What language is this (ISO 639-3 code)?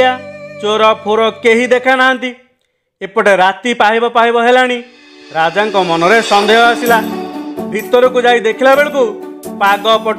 ori